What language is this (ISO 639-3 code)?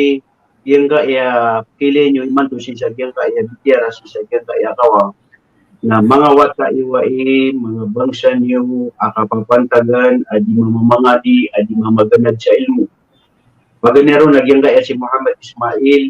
mrw